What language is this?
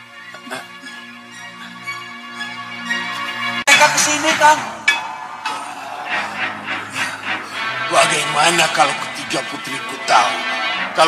Indonesian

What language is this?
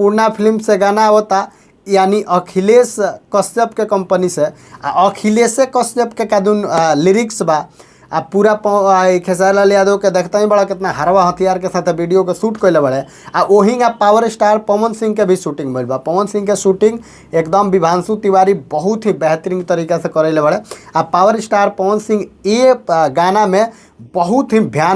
Bhojpuri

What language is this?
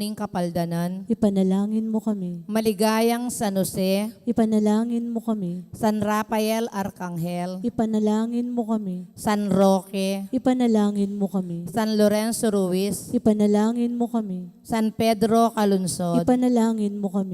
Pampanga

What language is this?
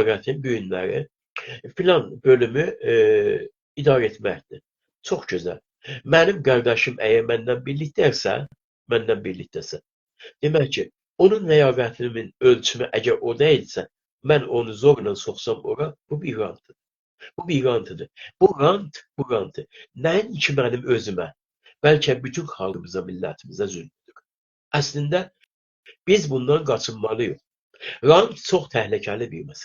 South Azerbaijani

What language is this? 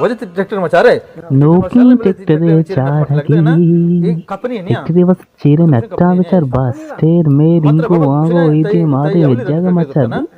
Baluchi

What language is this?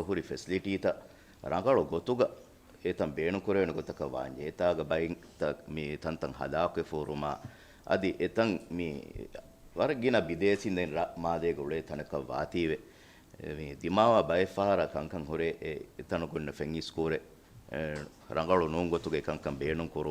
Divehi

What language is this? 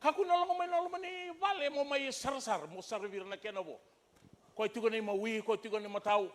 Fijian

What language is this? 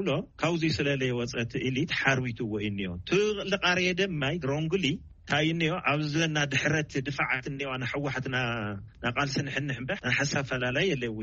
Tigrinya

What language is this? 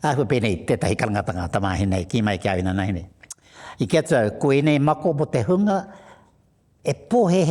Māori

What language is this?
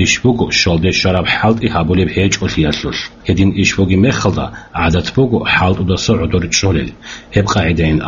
Avaric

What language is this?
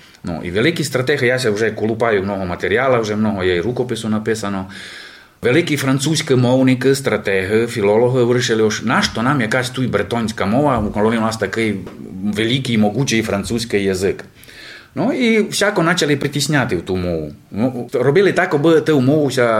Rusyn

